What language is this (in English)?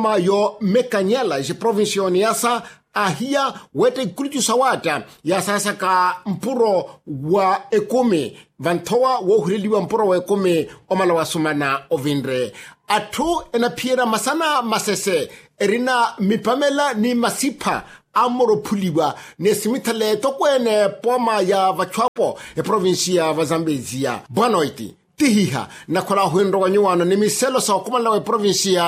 Makhuwa